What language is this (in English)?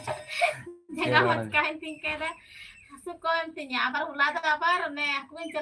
Santali